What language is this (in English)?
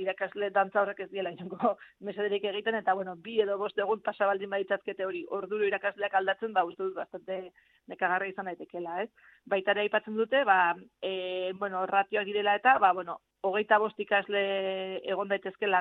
Basque